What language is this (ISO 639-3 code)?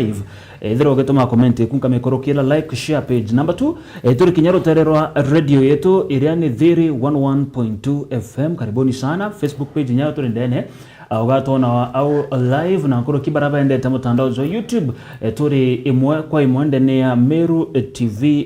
mer